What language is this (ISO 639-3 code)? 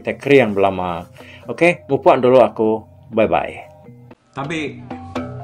iba